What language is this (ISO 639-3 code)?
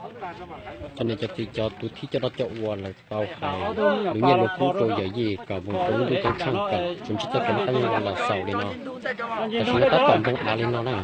hmn